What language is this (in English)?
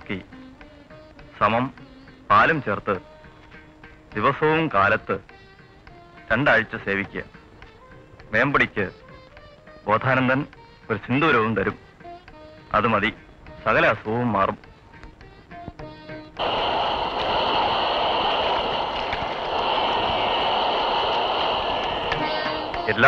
Malayalam